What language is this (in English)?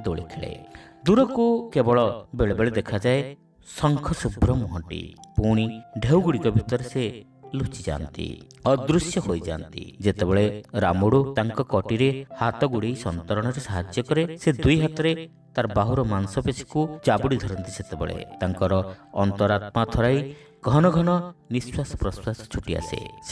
Odia